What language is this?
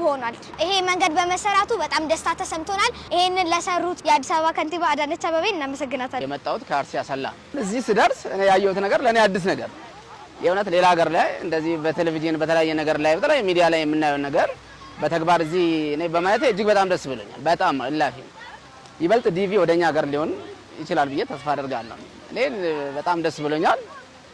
Amharic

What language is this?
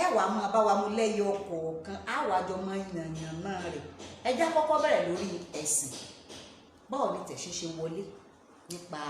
Yoruba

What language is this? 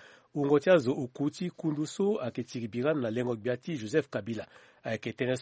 Sango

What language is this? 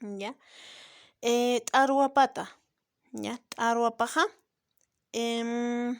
Aymara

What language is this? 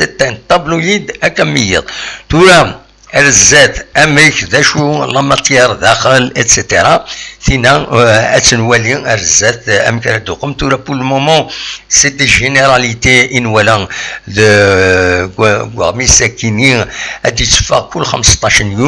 Kabyle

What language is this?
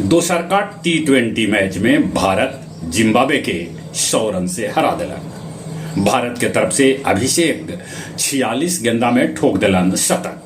Magahi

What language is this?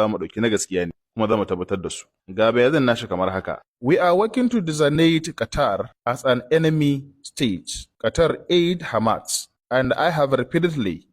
Hausa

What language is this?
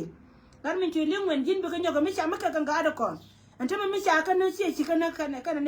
Nuer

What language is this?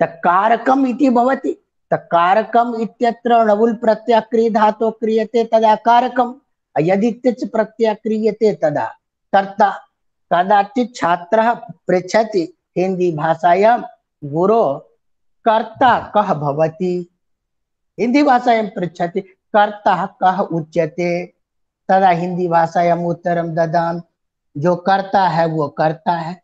Sanskrit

